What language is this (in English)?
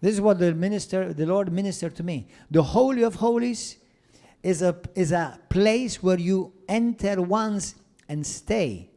English